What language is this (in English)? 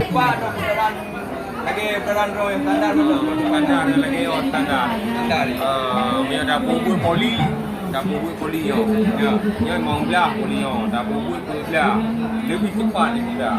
Achinese